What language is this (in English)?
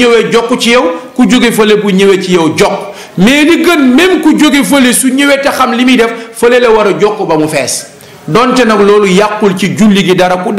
Wolof